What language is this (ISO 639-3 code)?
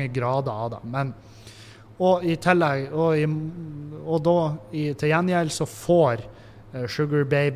nor